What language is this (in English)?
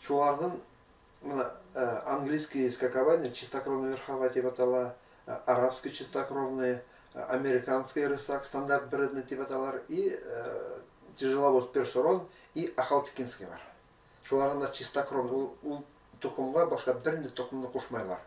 Bashkir